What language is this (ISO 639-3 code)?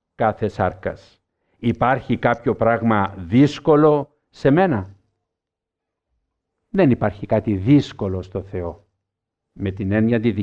ell